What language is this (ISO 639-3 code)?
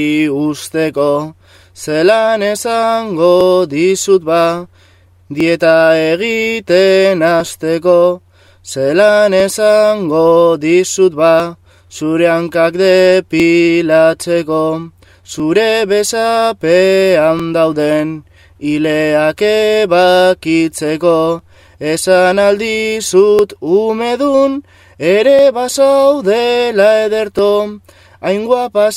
eus